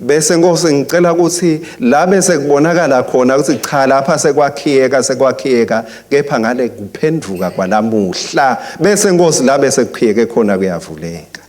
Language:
Swati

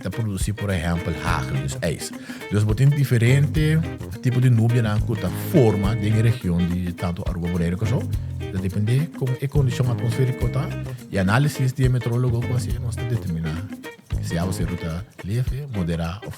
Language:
Papiamento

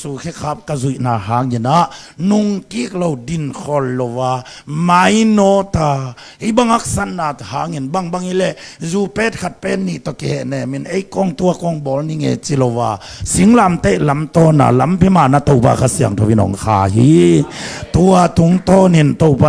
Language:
Tedim Chin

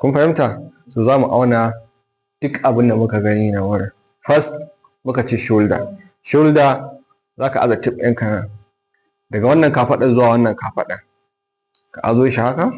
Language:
Hausa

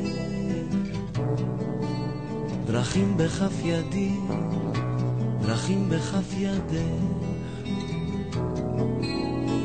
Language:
Hebrew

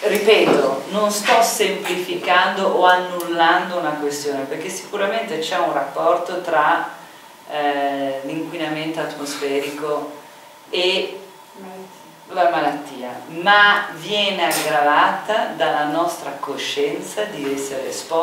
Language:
Italian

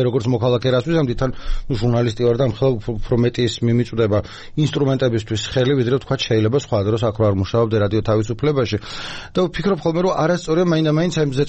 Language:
Georgian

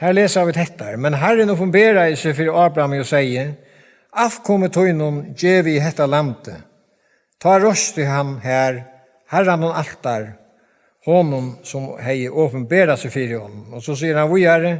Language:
Faroese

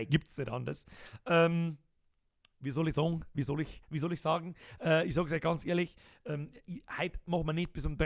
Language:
Bavarian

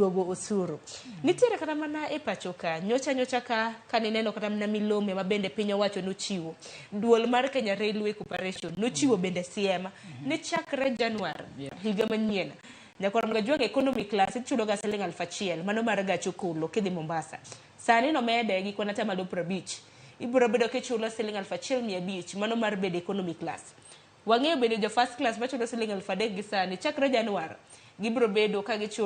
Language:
Luo (Kenya and Tanzania)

